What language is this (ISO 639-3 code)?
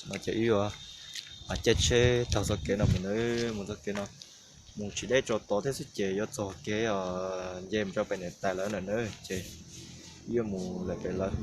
hmn